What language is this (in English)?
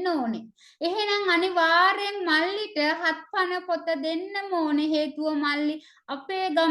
Sinhala